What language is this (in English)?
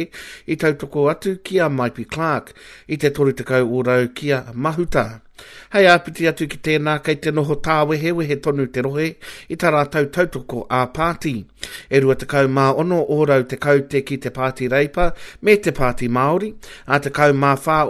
Māori